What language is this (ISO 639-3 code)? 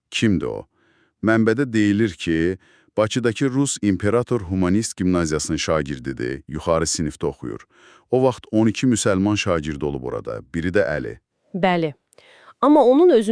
aze